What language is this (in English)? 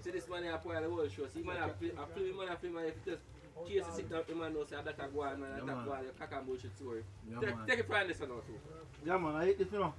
Jamaican Creole English